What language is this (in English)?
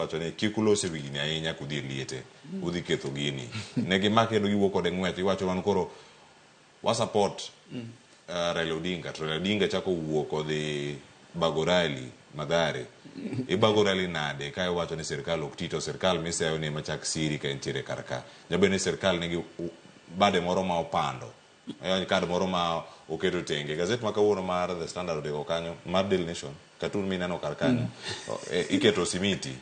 Luo (Kenya and Tanzania)